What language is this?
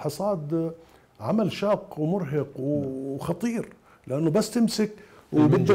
Mesopotamian Arabic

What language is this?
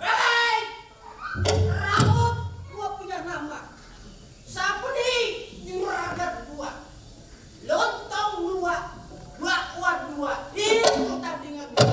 Betawi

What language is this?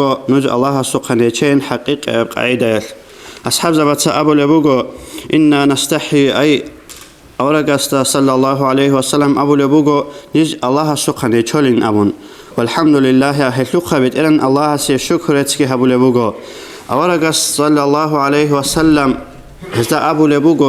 Avaric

